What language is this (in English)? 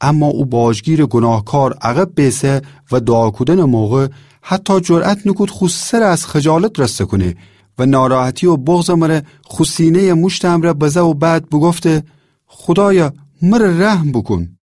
Gilaki